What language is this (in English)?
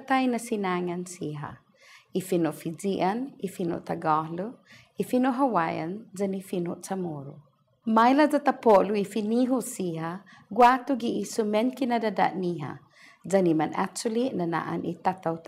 Chamorro